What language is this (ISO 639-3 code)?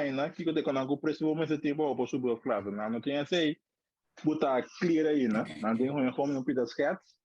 pap